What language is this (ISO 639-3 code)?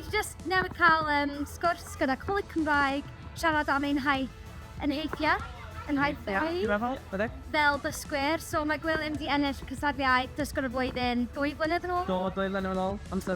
cym